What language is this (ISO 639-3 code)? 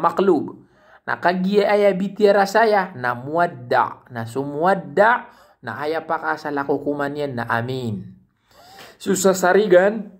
mrw